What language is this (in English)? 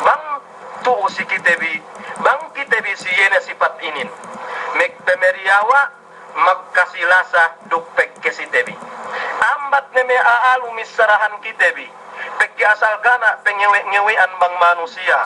Yakan